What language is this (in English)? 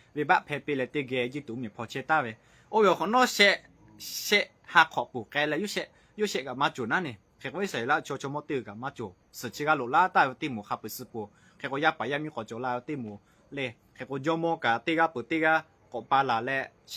Lahu